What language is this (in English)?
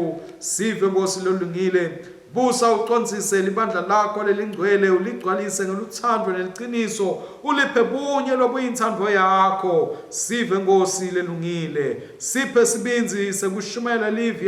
Swati